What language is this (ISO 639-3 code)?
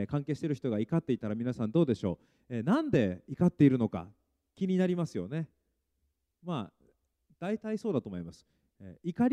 jpn